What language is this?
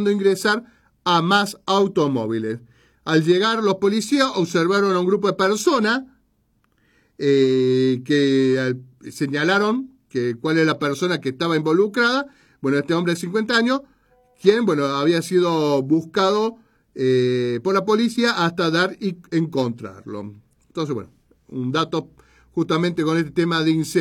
Spanish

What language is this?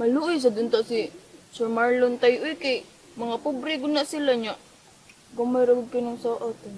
Cebuano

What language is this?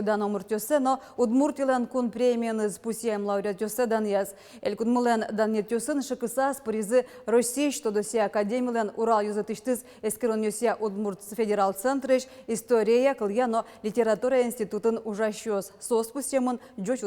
Udmurt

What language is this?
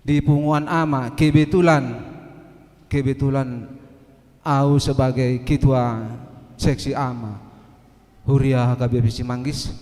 Batak Toba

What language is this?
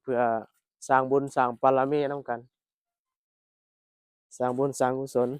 Lao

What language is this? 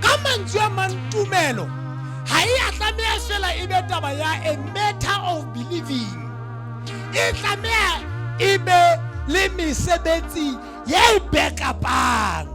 Southern Sotho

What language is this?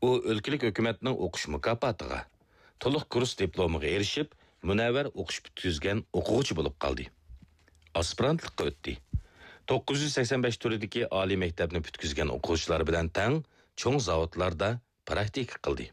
Uyghur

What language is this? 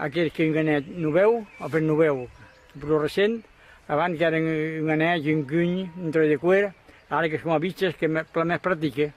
Occitan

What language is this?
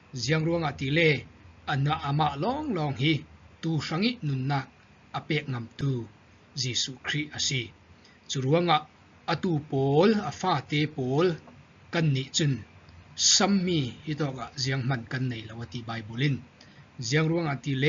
Falam Chin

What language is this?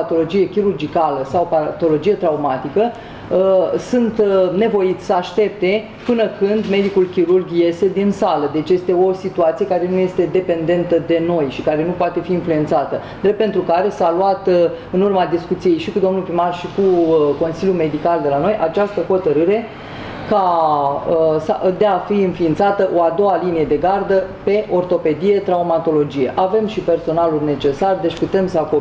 Romanian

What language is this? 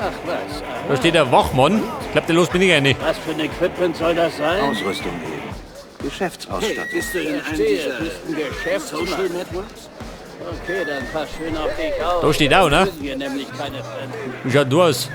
Bavarian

